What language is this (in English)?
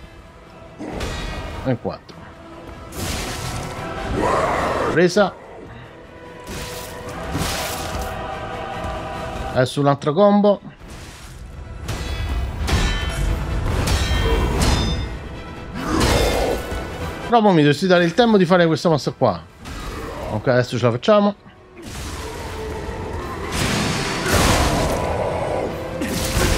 Italian